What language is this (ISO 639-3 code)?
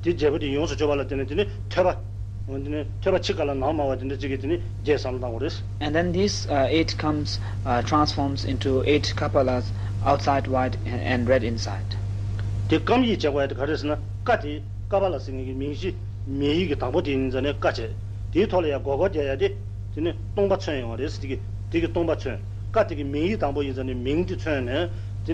bod